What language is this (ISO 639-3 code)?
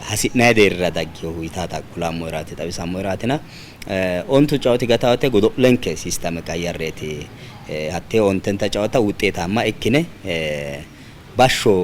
sid